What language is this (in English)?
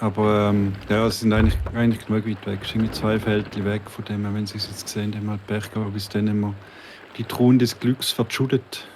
Swiss German